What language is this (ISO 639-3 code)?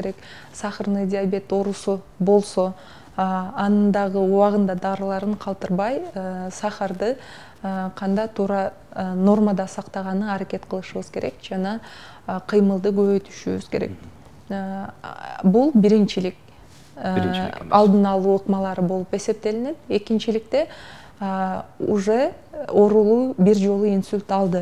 kir